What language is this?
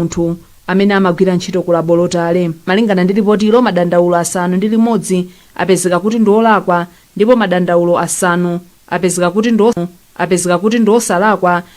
Nyanja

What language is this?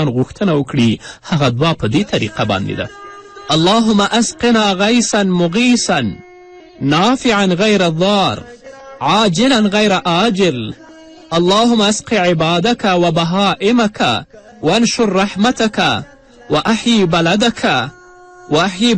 Pashto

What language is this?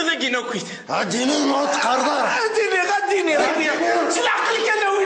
Kabyle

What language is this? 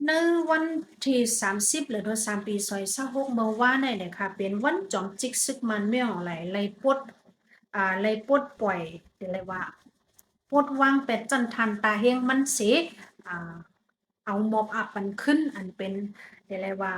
Shan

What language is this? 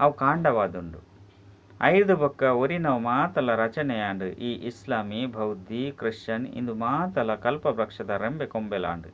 Tulu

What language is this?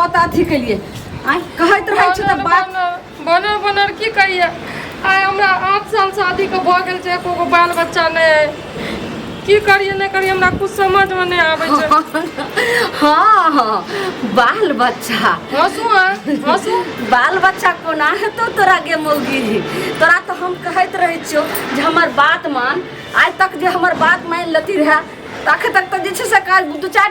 Maithili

